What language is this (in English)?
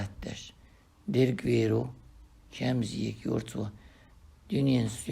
Chechen